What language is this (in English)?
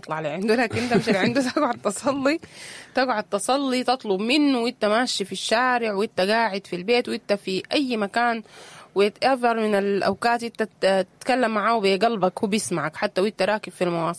Sudanese Arabic